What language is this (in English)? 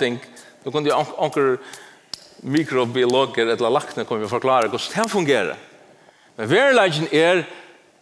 Faroese